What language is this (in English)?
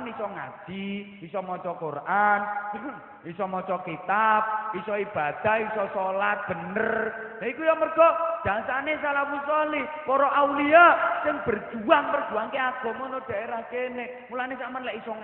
Javanese